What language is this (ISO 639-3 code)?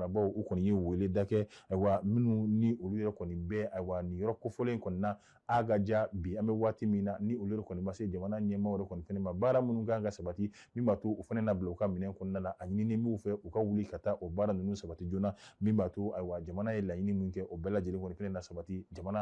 bam